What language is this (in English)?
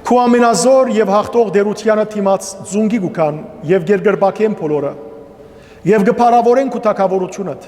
Western Armenian